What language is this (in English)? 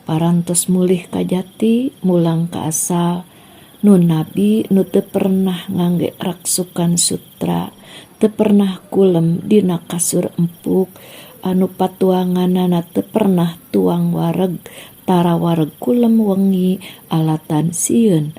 Sundanese